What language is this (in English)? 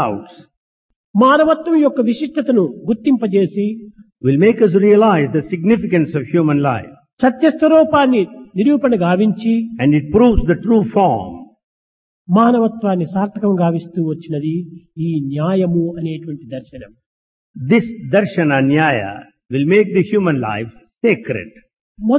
Telugu